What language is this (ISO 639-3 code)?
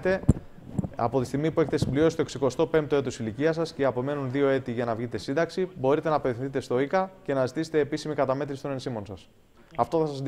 ell